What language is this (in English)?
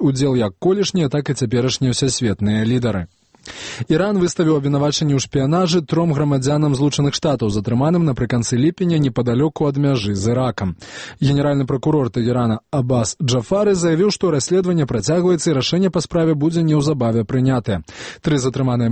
Belarusian